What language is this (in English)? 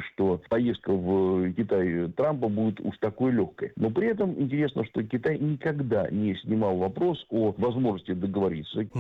Russian